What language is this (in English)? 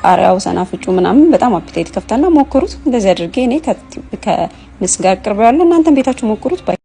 Amharic